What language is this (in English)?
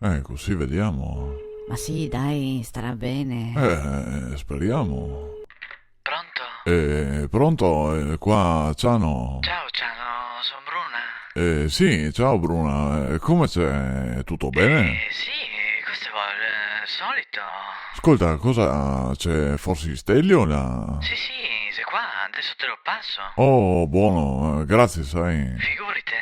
Venetian